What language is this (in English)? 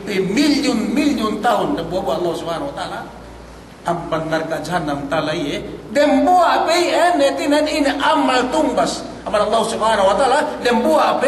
Yakan